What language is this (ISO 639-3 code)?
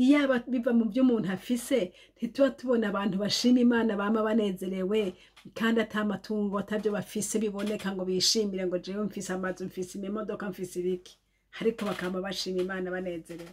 run